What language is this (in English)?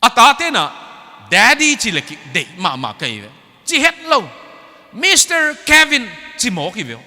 Tedim Chin